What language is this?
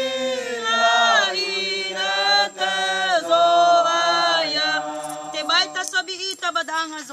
Nias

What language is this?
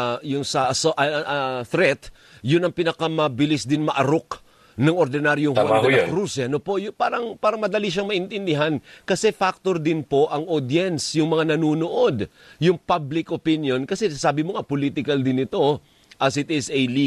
Filipino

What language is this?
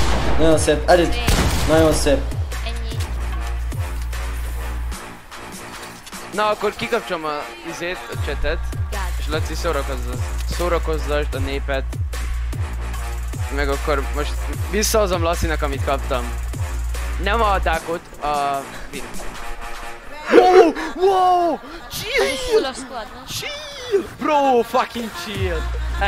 Hungarian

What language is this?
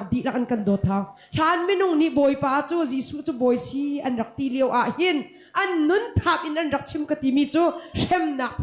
Hakha Chin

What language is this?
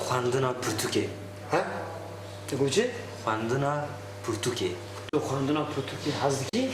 Kurdish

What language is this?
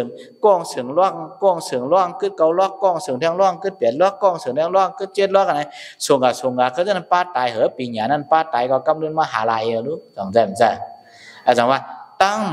Shan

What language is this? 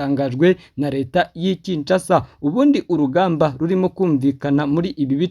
Kinyarwanda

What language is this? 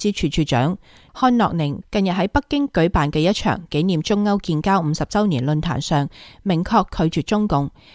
Cantonese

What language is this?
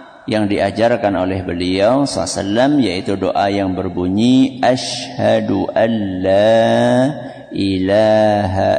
Indonesian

